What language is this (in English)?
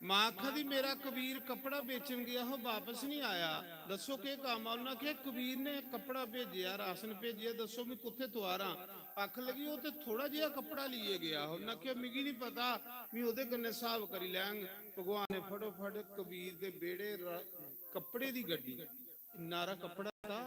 Dogri